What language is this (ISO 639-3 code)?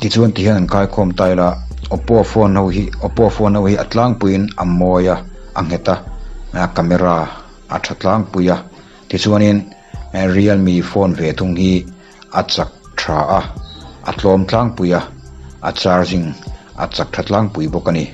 lus